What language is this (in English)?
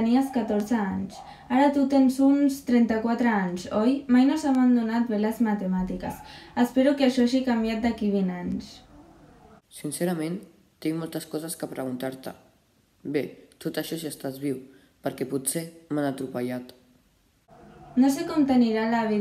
Catalan